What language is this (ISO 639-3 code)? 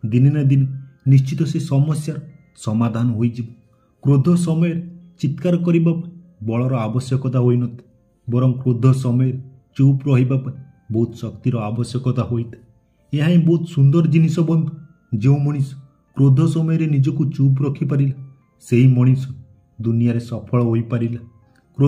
ori